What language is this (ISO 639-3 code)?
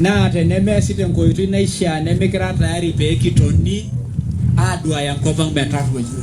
mas